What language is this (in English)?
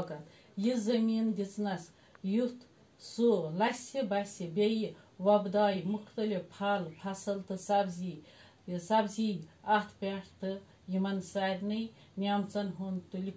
Kashmiri